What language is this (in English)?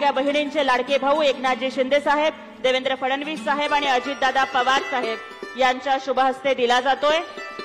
Marathi